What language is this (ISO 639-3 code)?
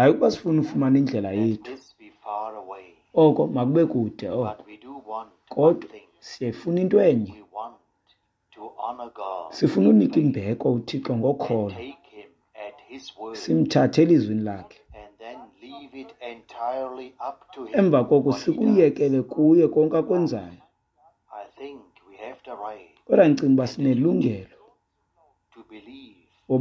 xho